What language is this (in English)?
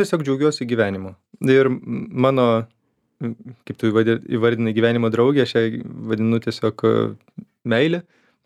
Lithuanian